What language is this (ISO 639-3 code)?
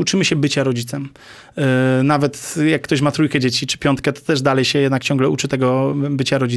pol